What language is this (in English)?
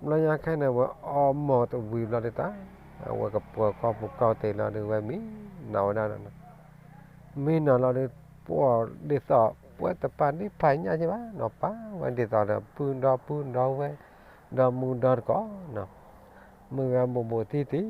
S'gaw Karen